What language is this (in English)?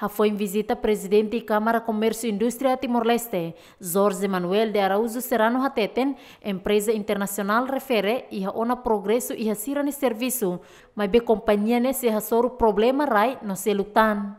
Tetum